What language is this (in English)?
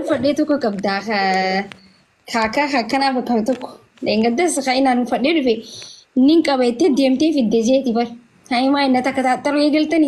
Oromo